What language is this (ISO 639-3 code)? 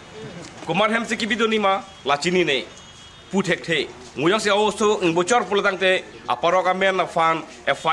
mjw